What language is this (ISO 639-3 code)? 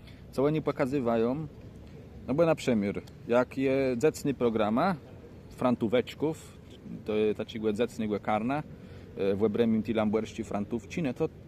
csb